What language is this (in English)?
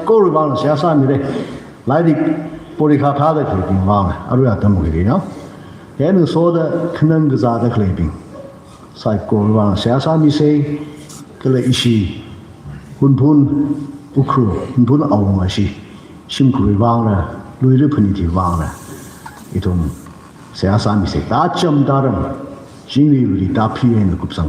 Tangkhul Naga (India)